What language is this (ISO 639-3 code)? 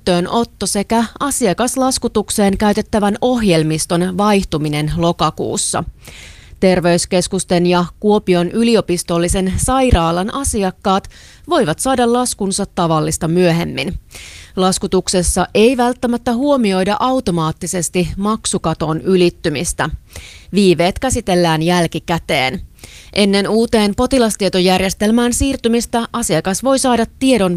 fin